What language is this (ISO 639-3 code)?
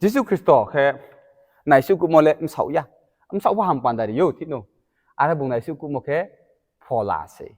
ria